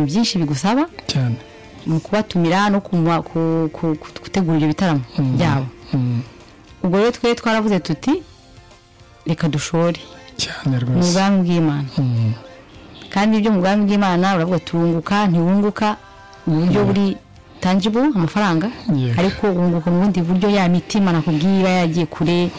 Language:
Kinyarwanda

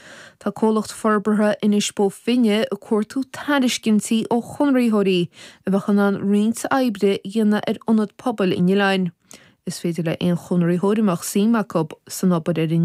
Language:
Irish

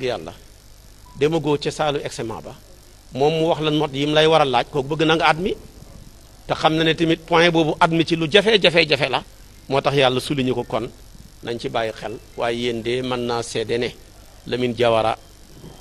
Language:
Wolof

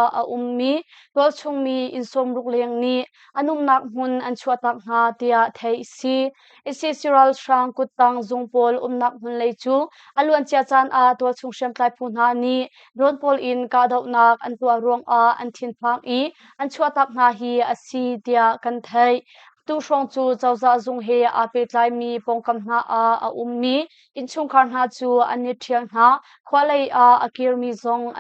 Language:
Hakha Chin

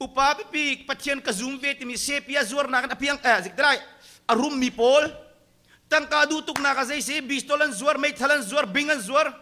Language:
Hakha Chin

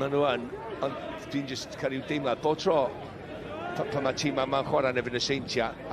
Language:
Welsh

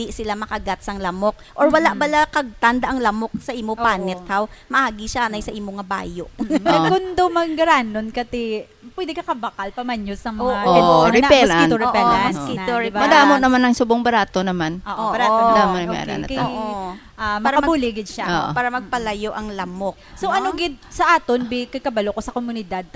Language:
Hiligaynon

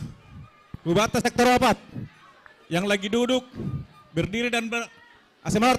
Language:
Batak Simalungun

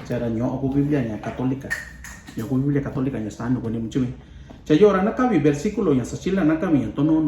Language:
Mixtepec Mixtec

